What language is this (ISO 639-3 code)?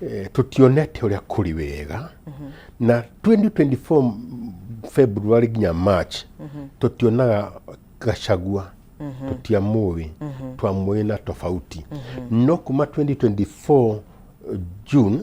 kik